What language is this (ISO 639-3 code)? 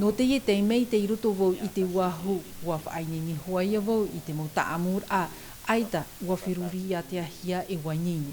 tah